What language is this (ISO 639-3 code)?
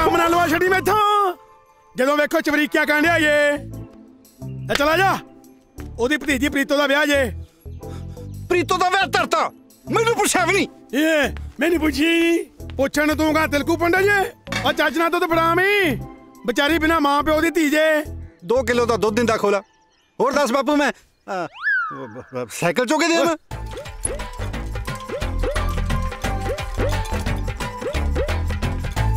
pan